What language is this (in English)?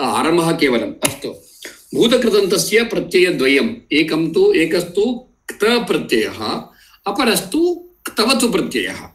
Sanskrit